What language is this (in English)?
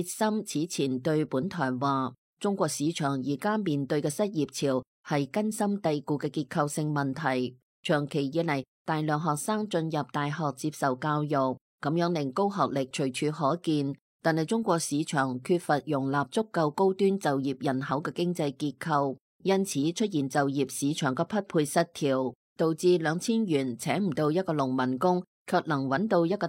Cantonese